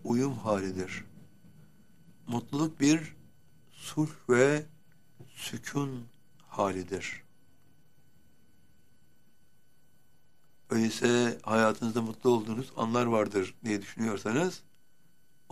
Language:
Turkish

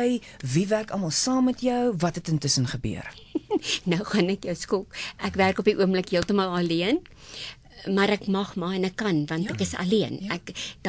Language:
Afrikaans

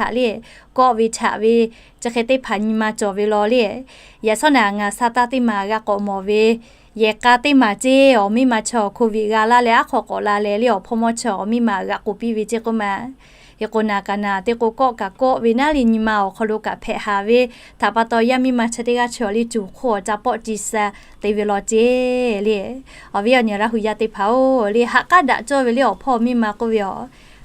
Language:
Lahu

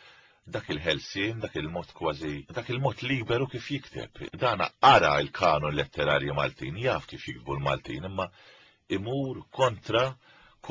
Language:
Maltese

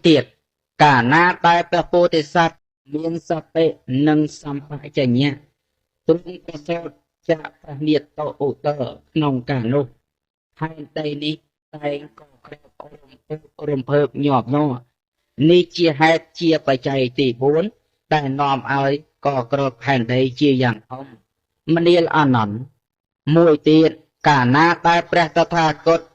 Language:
Khmer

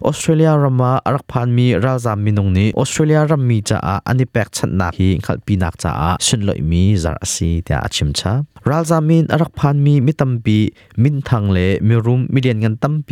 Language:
Hakha Chin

